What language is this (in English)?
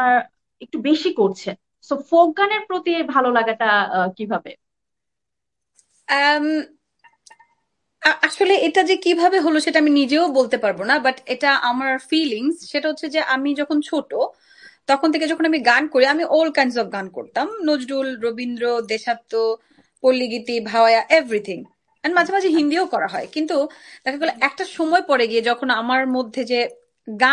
Bangla